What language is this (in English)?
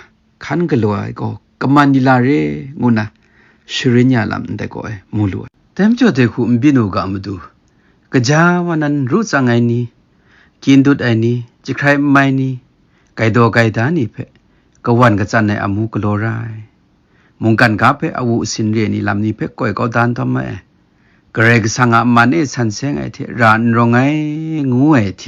Kachin